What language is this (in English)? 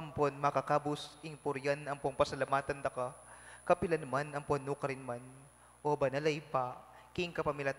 Pampanga